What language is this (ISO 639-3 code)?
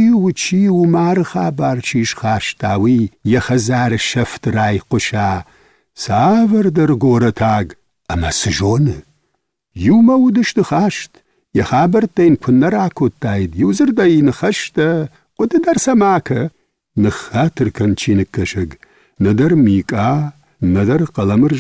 oss